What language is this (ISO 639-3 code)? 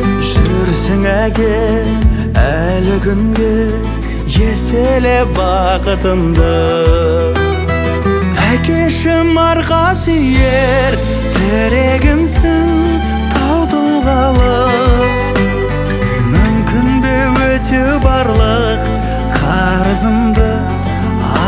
kaz